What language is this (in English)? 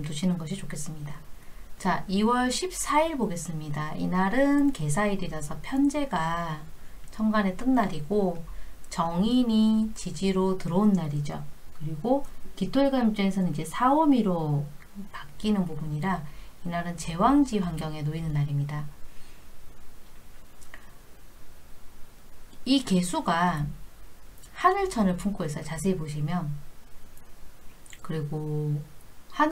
Korean